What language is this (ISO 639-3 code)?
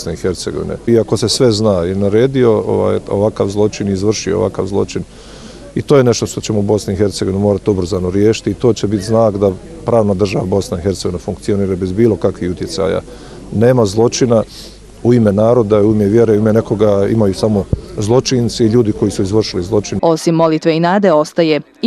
bos